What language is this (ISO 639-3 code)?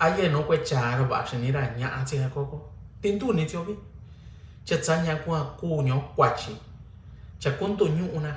mix